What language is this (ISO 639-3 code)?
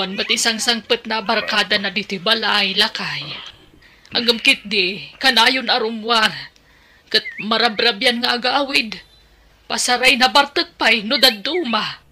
ilo